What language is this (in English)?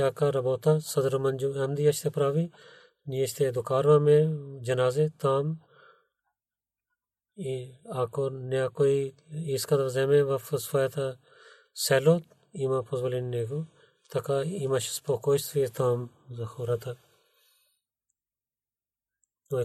Bulgarian